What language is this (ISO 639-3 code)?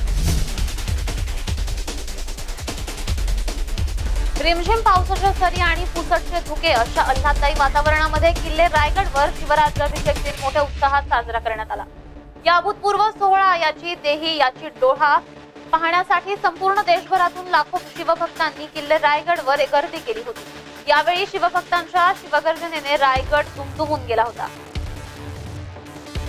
mar